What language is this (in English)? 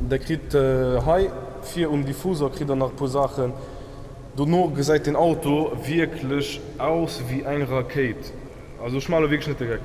Luxembourgish